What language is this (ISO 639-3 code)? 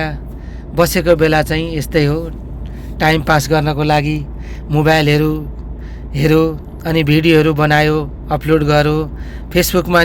nep